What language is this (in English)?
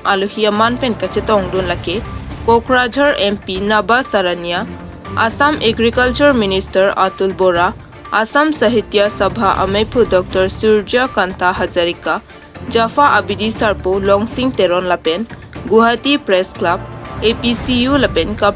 Karbi